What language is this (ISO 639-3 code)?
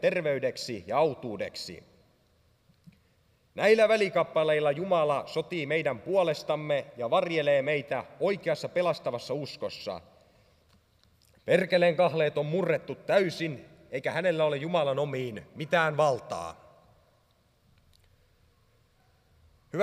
fin